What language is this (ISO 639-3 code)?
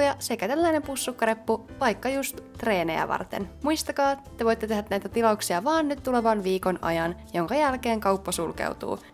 fin